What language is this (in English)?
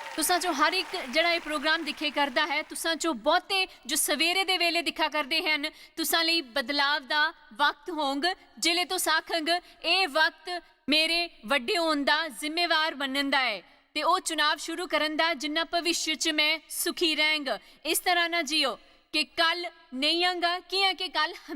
Dogri